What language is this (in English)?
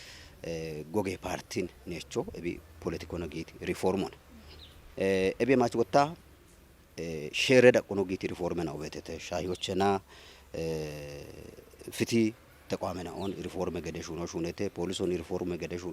Kafa